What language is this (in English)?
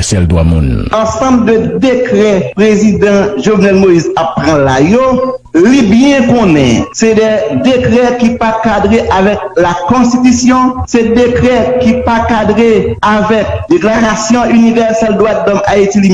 Haitian Creole